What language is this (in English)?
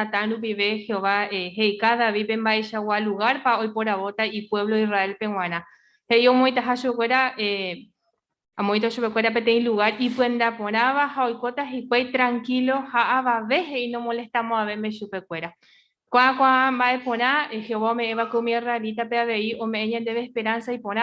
Guarani